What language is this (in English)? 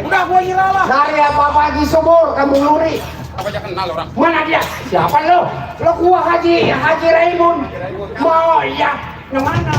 Betawi